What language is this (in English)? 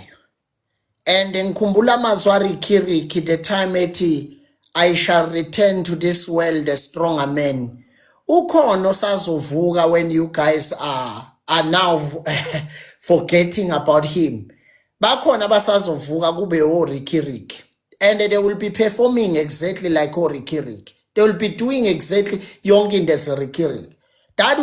Zulu